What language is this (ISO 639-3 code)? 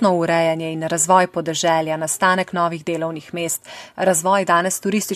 slv